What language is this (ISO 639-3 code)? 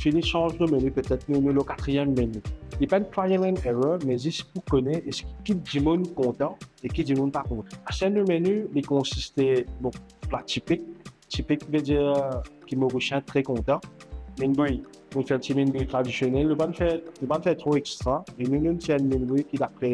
mfe